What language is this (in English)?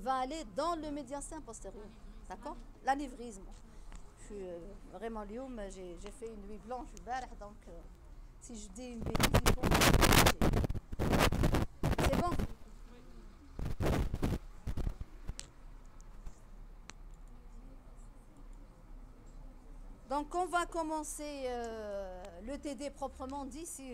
French